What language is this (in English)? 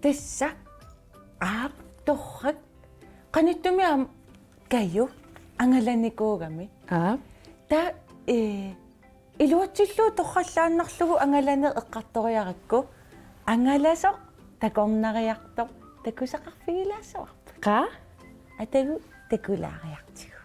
Kalaallisut